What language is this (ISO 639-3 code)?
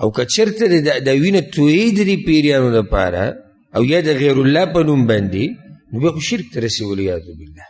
pus